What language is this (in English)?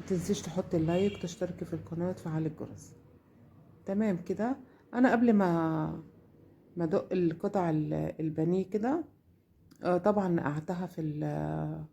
Egyptian Arabic